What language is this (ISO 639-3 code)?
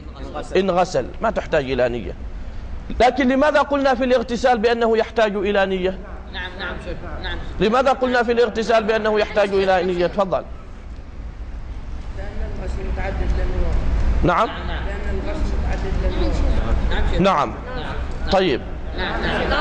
ara